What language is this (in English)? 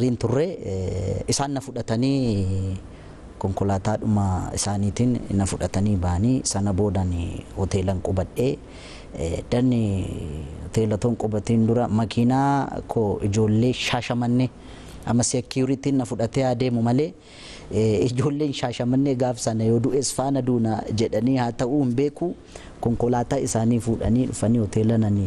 Oromo